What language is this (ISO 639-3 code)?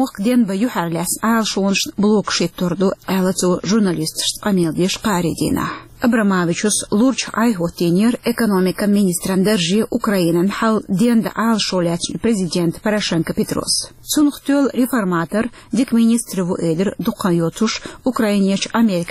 che